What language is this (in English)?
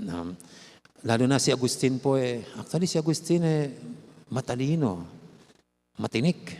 Pampanga